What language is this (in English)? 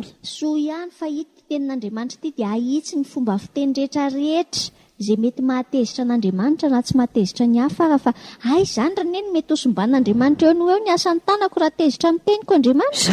Malagasy